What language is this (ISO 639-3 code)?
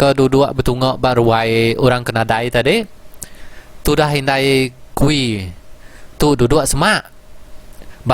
iba